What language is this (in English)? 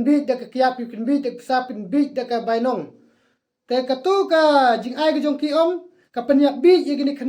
Khasi